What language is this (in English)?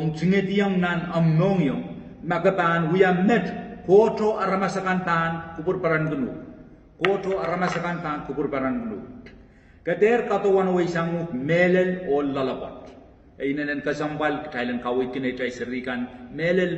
Pohnpeian